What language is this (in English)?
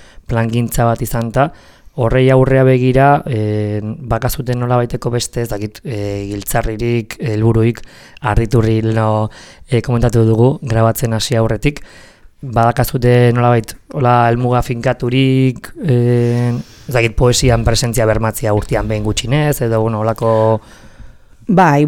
Basque